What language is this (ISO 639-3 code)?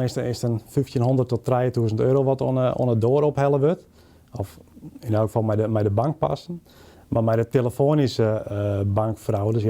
fry